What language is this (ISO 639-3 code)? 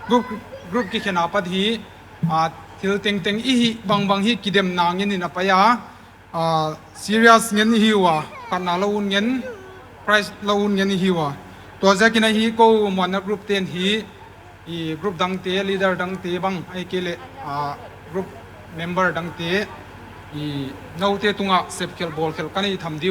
pck